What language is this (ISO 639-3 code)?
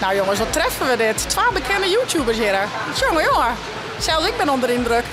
fry